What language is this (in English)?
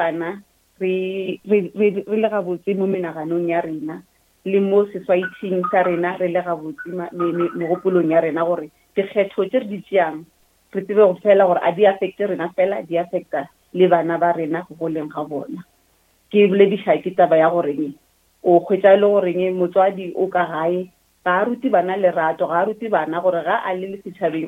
Northern Sotho